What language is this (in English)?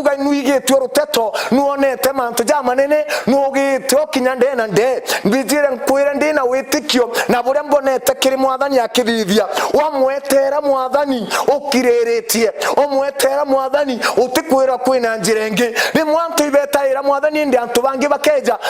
Meru